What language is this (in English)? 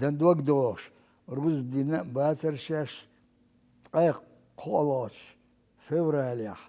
Chechen